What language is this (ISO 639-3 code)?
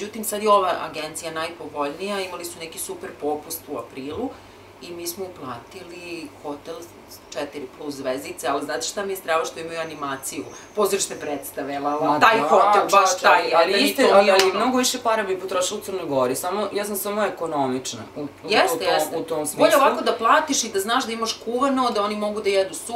srp